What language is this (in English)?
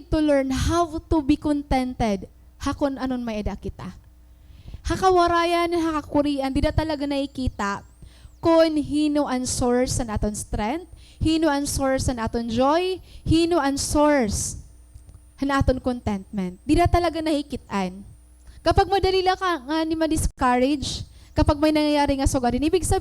Waray